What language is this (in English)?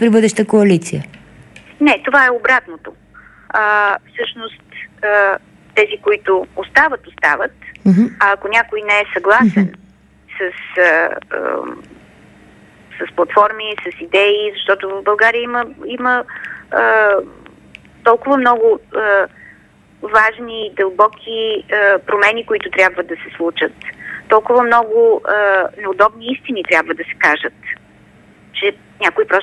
Bulgarian